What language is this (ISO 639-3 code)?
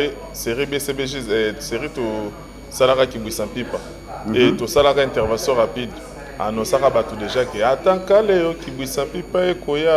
lin